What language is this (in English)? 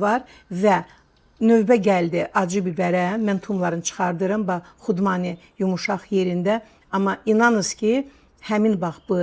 Azerbaijani